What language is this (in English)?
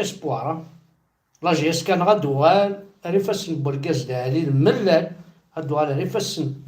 Kabyle